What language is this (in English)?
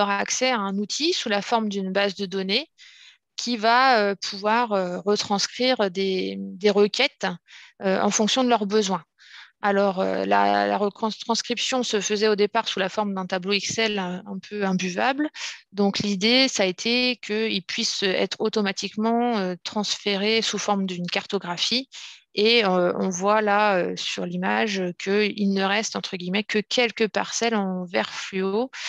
French